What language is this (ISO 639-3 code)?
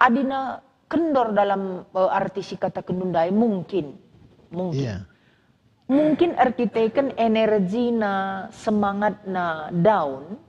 btx